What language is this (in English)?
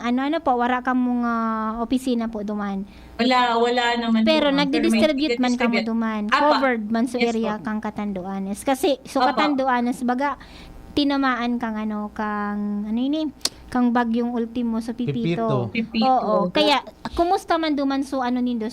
Bikol